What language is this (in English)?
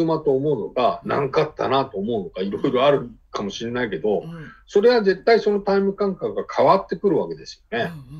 Japanese